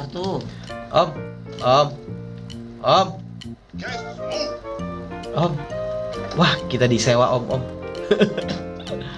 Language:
Indonesian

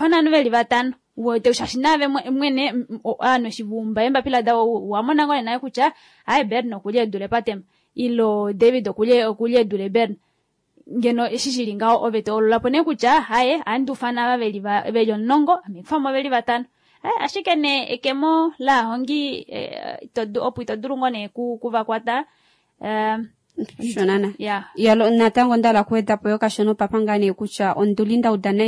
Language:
Kuanyama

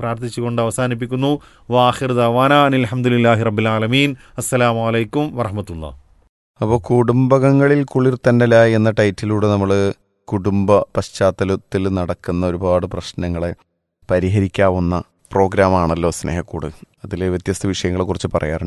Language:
Malayalam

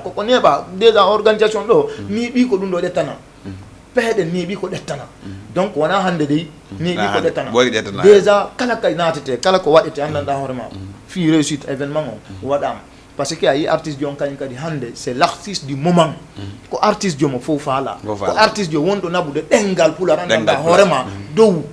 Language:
Fula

